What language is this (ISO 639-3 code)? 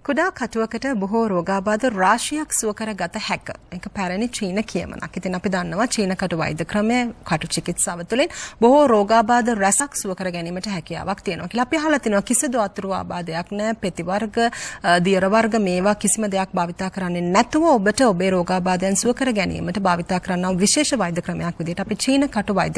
sin